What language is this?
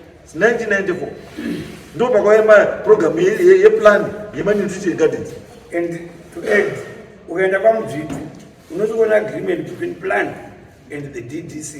Shona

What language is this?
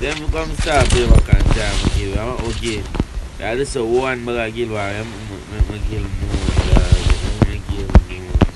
Jamaican Creole English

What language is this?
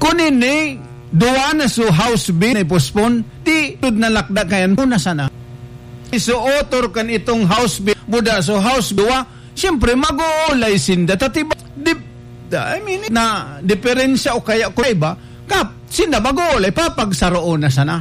Bikol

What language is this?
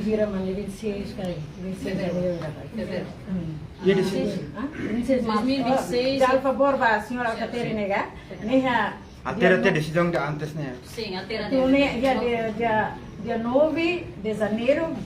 Tetum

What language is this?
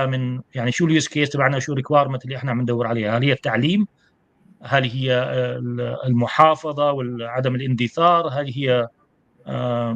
North Levantine Arabic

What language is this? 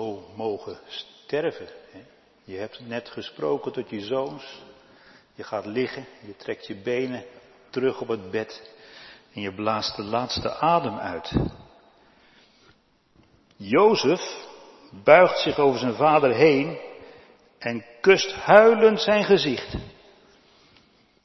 Dutch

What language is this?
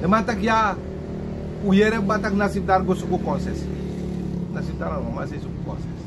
Sranan Tongo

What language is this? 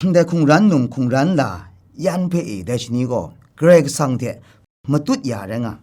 Kachin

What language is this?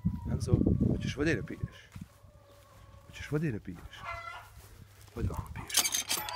Croatian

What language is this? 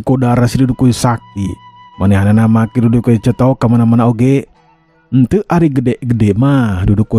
Sundanese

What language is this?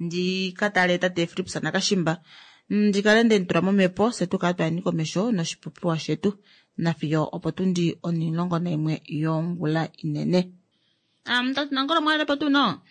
Kuanyama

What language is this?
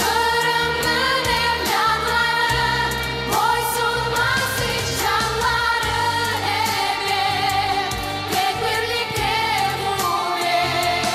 Crimean Tatar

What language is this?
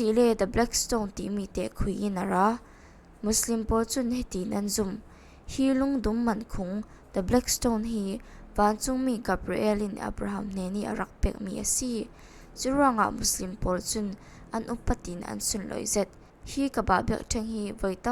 Falam Chin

